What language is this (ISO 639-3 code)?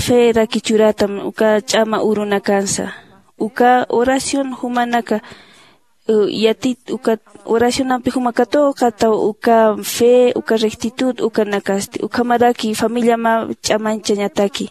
aym